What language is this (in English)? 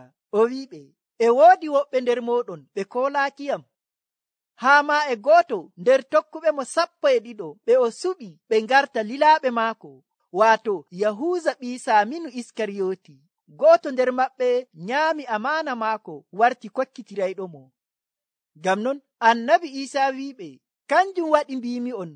Nigerian Fulfulde